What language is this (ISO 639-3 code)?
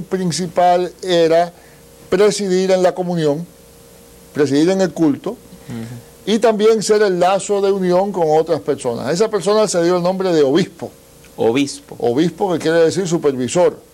spa